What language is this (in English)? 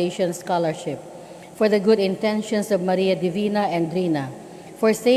Cebuano